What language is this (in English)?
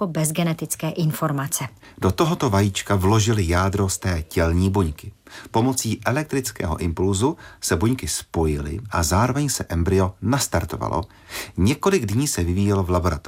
Czech